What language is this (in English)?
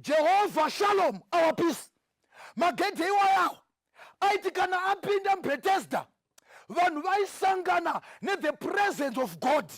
Shona